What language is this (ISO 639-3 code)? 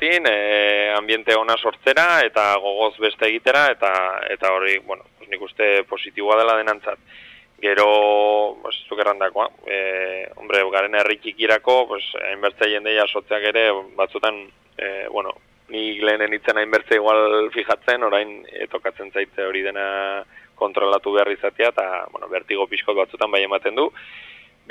eus